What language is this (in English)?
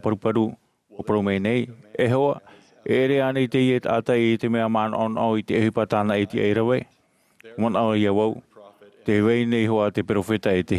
Tahitian